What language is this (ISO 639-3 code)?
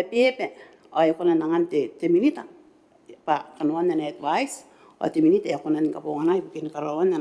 gil